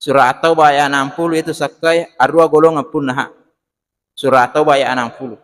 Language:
Buginese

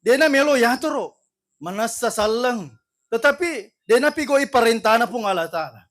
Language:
Buginese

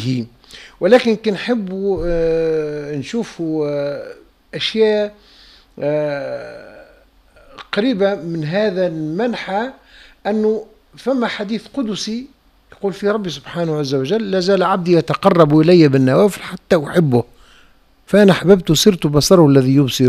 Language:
Tunisian Arabic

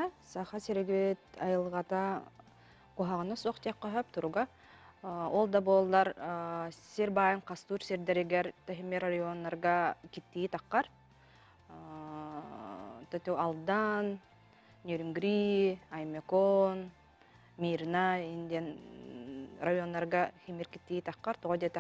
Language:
Yakut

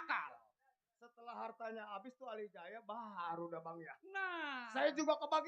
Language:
Betawi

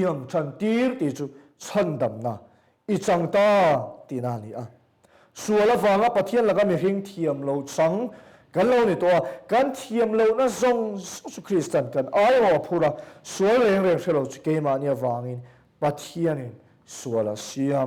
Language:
Mizo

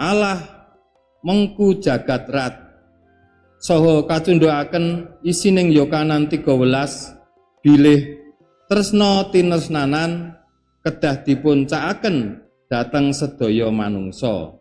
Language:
Javanese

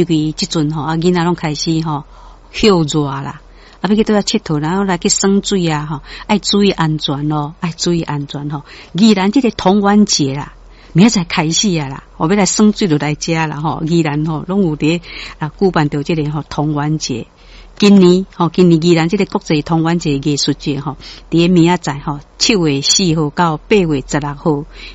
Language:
Min Nan Chinese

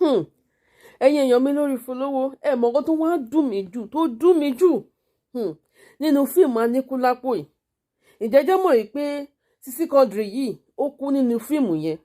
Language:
Yoruba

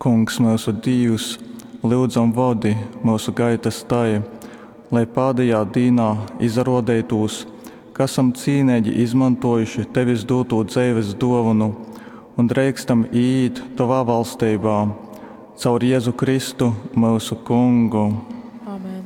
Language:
Latgalian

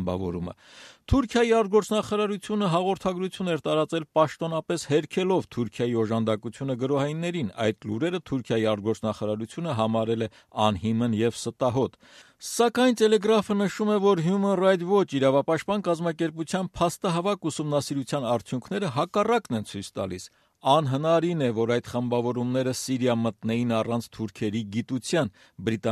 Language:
Armenian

